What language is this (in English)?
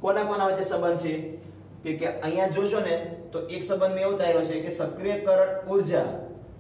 Gujarati